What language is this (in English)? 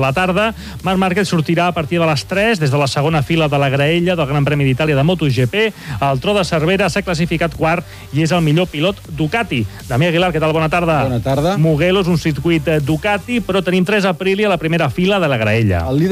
Catalan